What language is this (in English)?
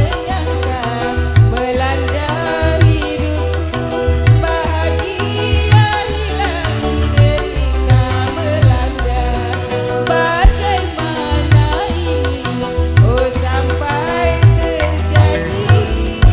Indonesian